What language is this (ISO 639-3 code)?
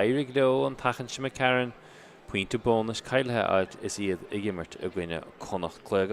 gle